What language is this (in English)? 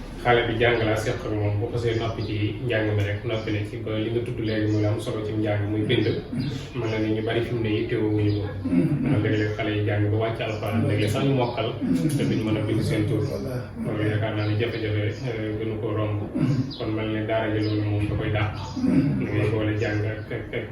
Wolof